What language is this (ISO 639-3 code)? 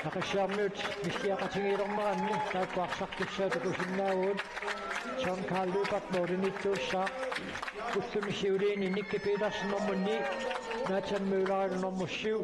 kal